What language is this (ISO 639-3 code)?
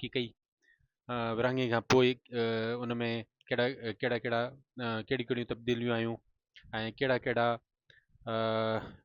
snd